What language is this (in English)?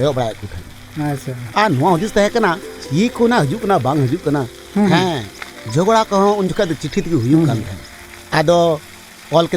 Santali